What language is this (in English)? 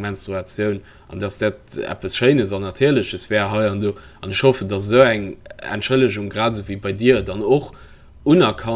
Luxembourgish